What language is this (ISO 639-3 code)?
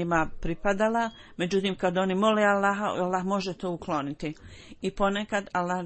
bos